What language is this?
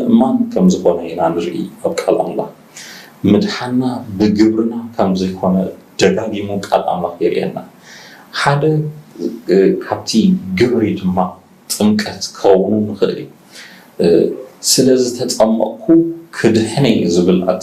Tigrinya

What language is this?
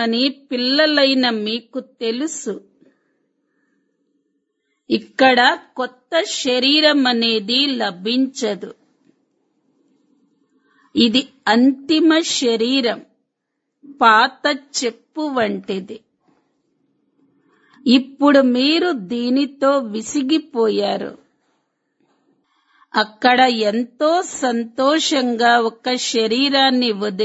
Telugu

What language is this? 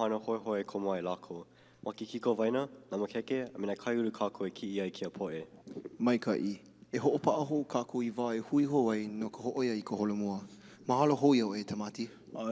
Hawaiian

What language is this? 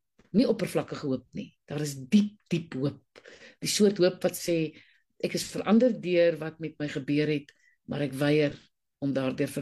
Afrikaans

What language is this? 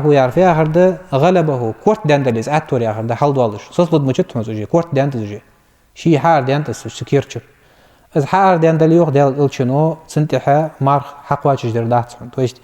Ingush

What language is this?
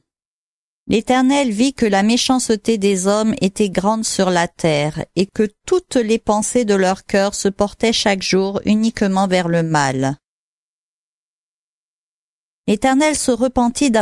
French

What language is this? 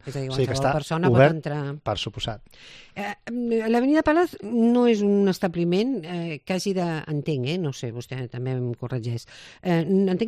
Catalan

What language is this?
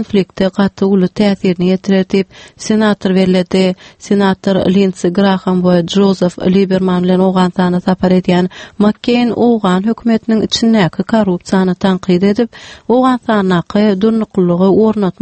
Turkmen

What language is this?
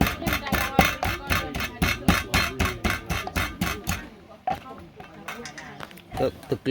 S'gaw Karen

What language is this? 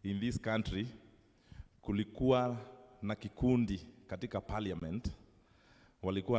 Kikuyu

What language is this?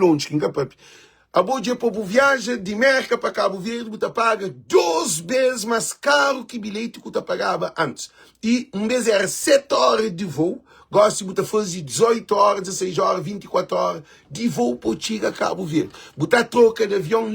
Kabuverdianu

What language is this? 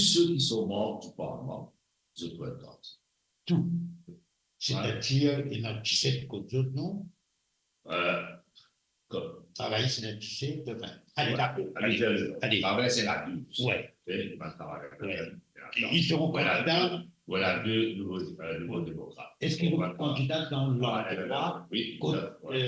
Morisyen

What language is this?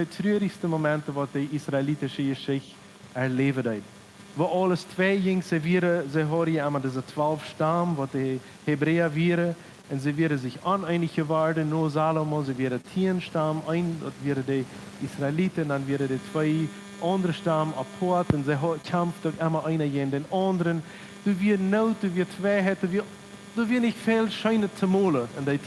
Plautdietsch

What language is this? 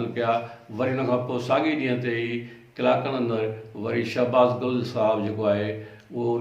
Sindhi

